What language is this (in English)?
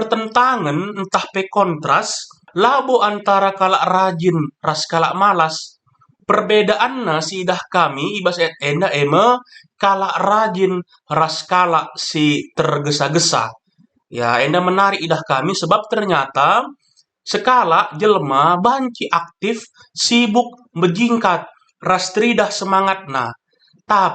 Batak Karo